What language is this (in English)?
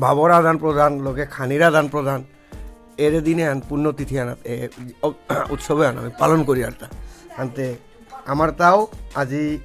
Bishnupriya